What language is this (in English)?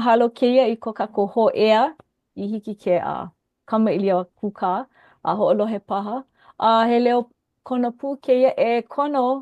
Hawaiian